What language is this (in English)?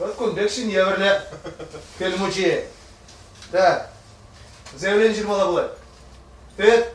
Chuvash